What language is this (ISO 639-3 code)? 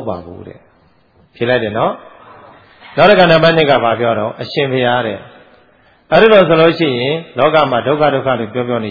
mya